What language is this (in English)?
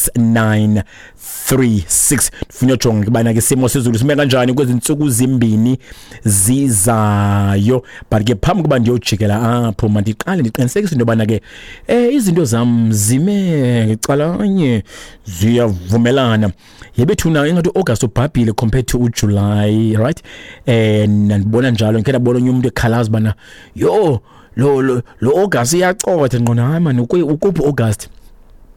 Xhosa